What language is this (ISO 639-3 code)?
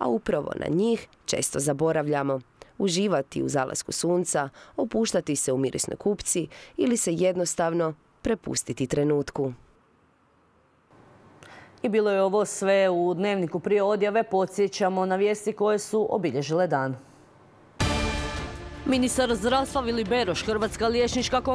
hrv